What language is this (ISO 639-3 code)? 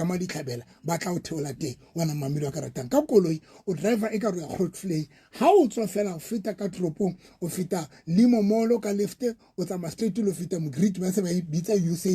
sot